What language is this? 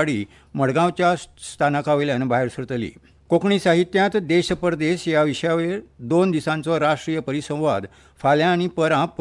Konkani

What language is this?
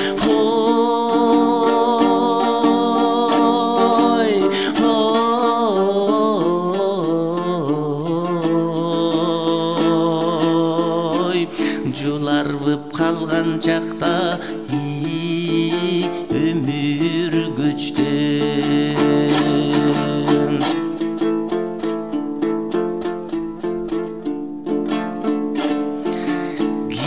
Kyrgyz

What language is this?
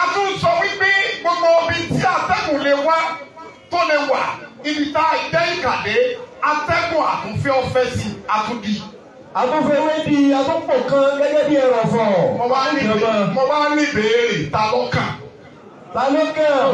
Yoruba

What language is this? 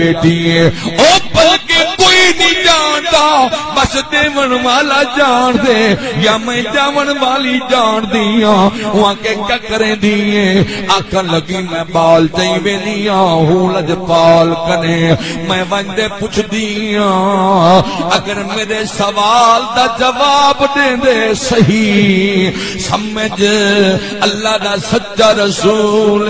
Saraiki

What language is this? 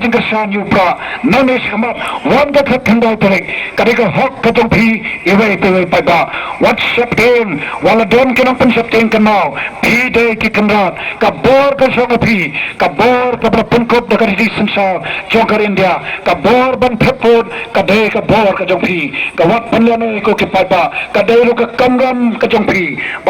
Khasi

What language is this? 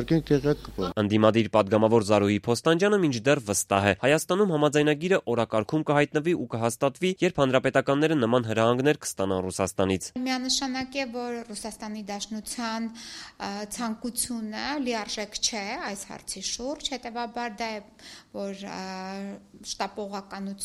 Armenian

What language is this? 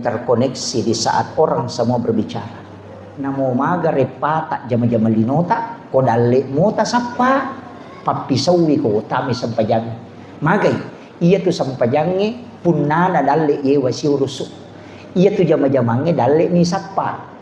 Buginese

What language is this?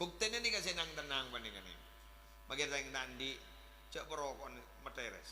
Madurese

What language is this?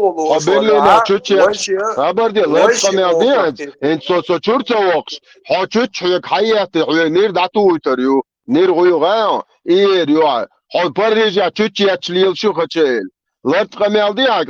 Chechen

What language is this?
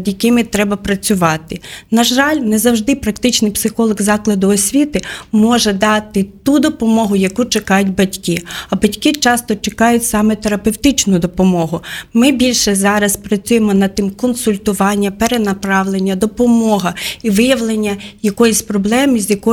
Ukrainian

